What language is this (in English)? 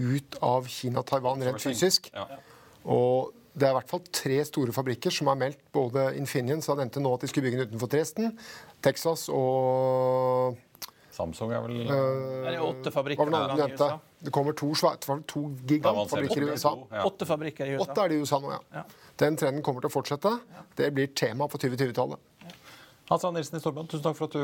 Norwegian